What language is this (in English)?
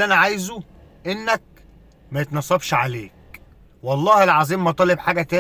Egyptian Arabic